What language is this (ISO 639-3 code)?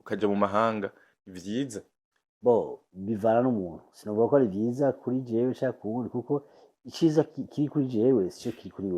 run